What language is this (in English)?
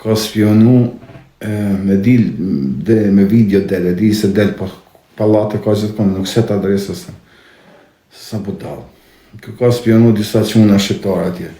Albanian